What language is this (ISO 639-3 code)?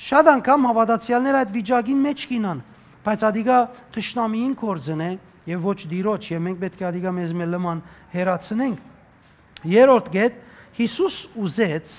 hyw